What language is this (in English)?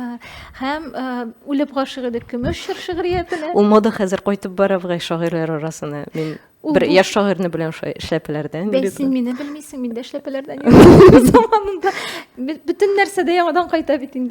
Tatar